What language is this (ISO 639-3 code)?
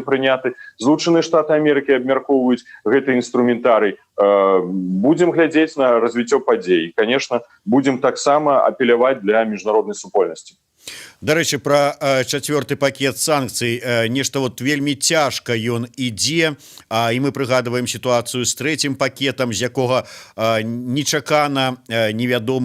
bel